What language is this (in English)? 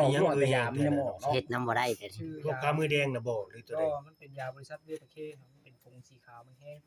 Northeastern Thai